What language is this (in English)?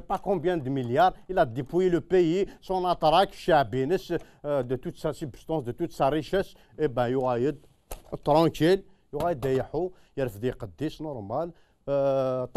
Kabyle